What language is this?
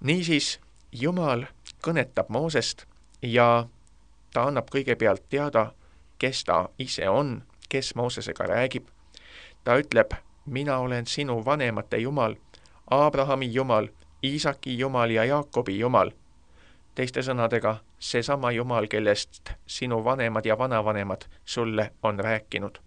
Estonian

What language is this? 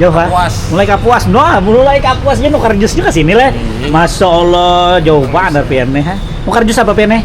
Banjar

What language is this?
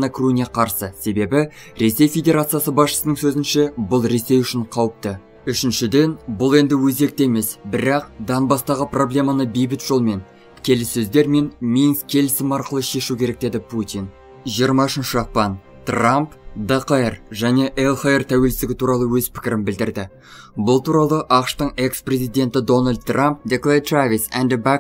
Kazakh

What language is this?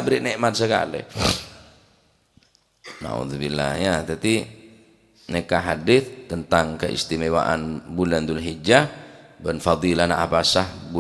Madurese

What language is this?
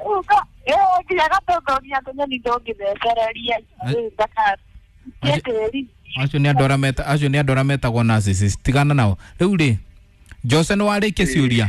Kikuyu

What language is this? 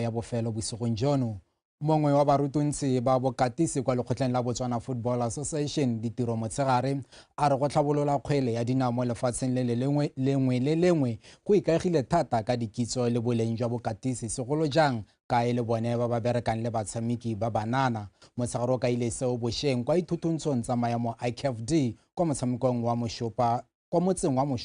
Tswana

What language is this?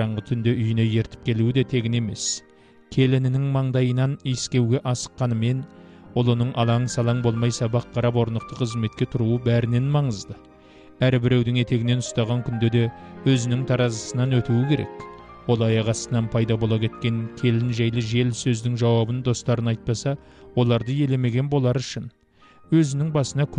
Kazakh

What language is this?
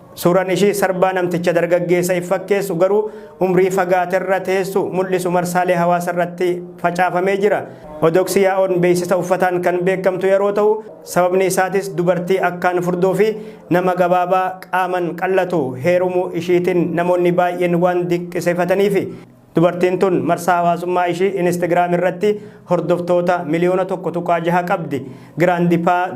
Oromo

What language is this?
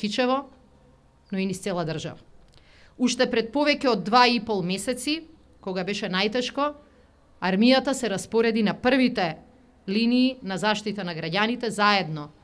Macedonian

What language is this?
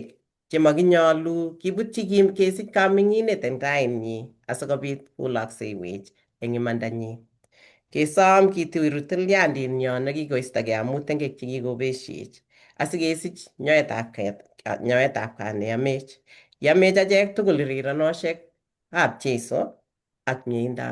Kalenjin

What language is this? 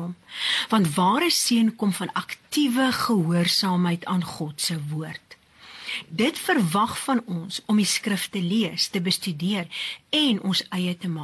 Afrikaans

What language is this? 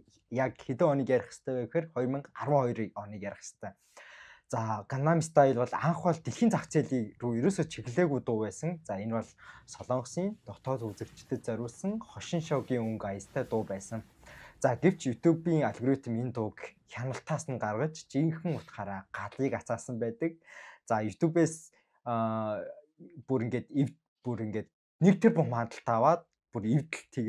Mongolian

